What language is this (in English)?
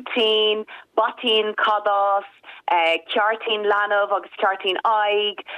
Irish